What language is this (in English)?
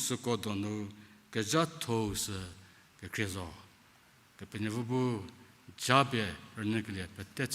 Angami Naga